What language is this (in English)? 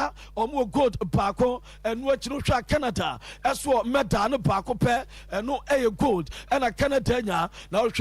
Akan